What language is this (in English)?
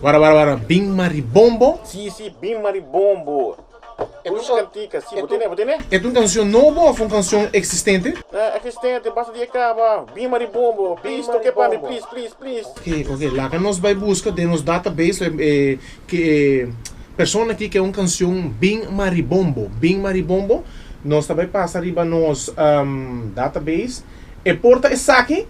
Papiamento